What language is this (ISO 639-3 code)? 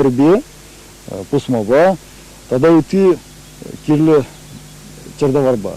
chv